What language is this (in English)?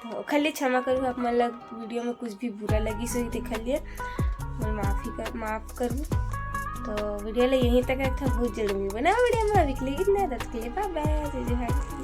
Chhattisgarhi